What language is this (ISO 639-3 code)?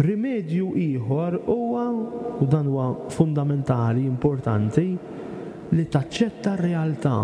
mlt